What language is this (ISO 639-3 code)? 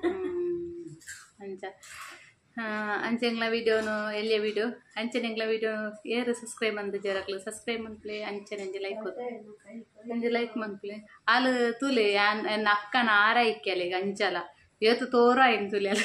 tcy